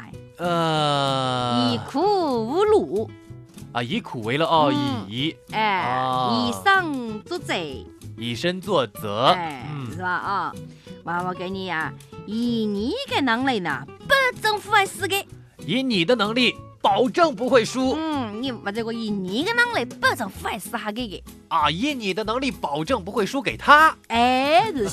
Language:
Chinese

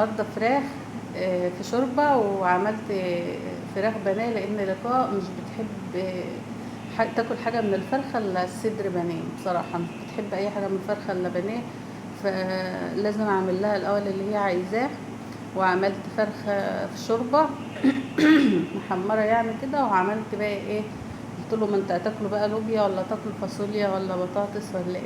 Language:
Egyptian Arabic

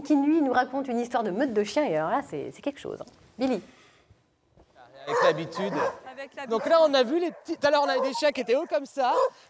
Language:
French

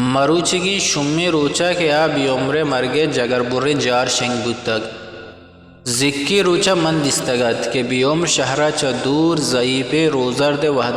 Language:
Eastern Balochi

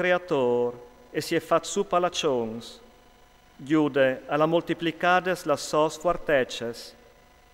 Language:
Friulian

